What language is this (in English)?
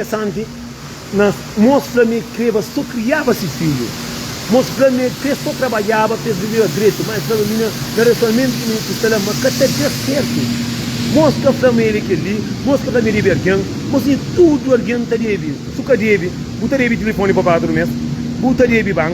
Kabuverdianu